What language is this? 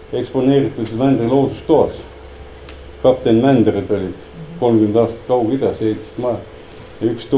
Estonian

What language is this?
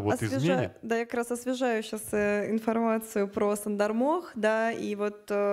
Russian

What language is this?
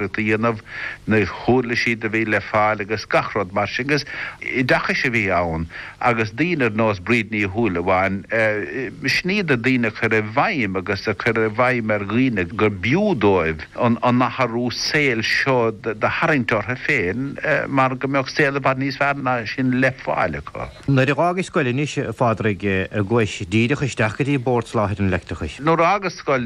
Irish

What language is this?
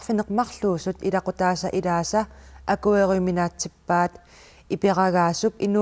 Kalaallisut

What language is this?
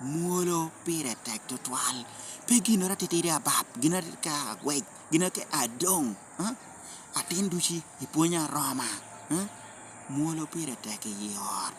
Lango (Uganda)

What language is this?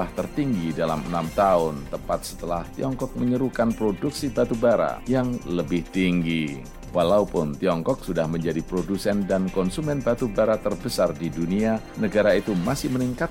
Indonesian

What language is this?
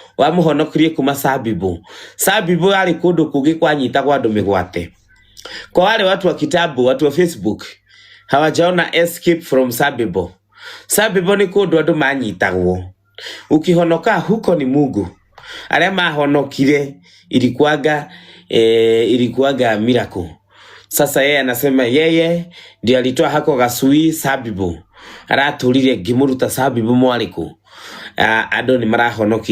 Kikuyu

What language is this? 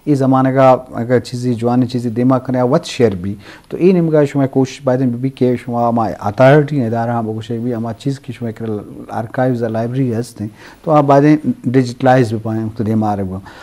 Eastern Balochi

